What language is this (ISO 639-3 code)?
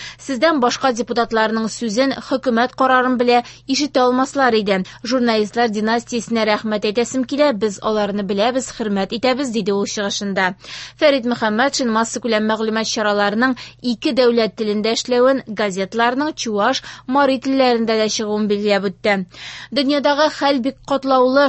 tat